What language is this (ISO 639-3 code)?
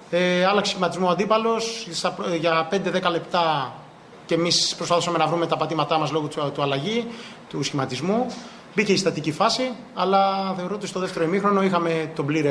ell